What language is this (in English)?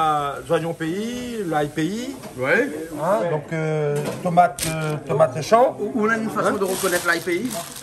Réunion Creole French